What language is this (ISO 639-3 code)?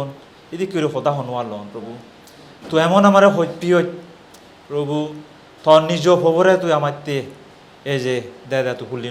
ccp